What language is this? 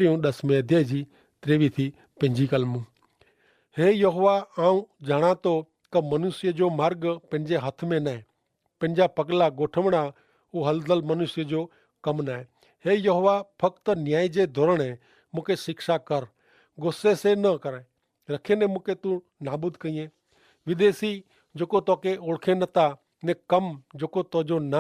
Kachhi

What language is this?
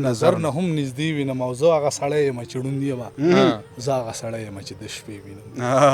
Pashto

